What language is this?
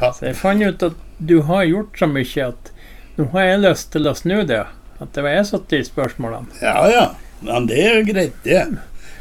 Norwegian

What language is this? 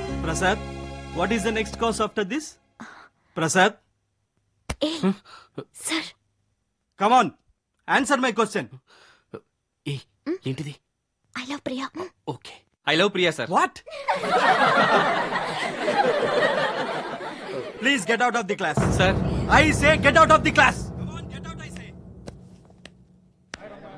Telugu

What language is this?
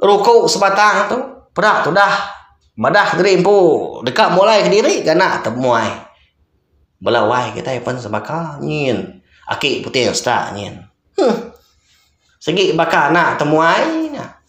Iban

